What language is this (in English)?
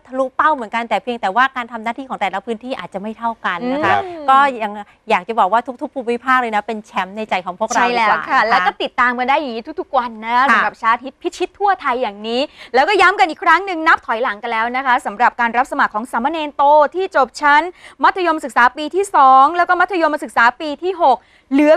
Thai